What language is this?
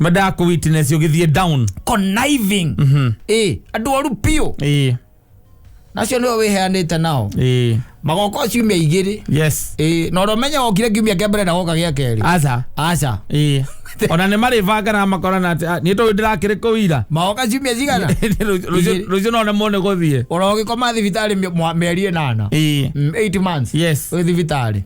Kikuyu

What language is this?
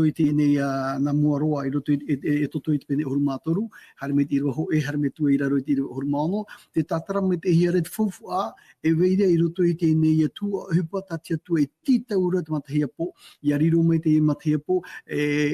Tahitian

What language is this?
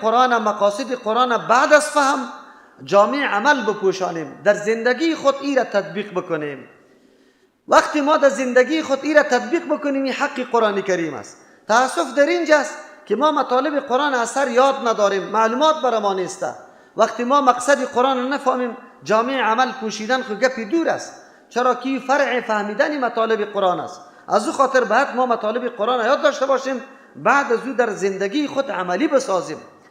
Persian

